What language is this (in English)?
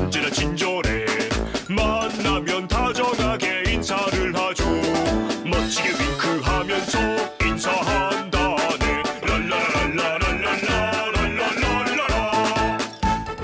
Korean